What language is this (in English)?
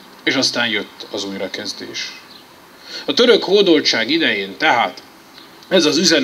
Hungarian